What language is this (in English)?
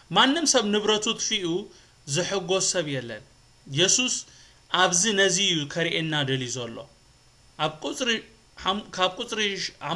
Tigrinya